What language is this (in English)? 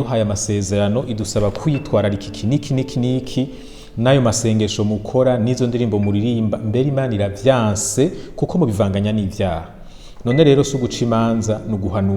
Rundi